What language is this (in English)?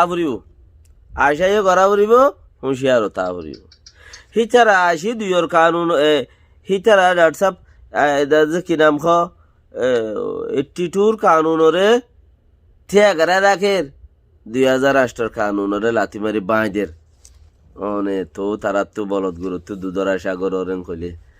Rohingya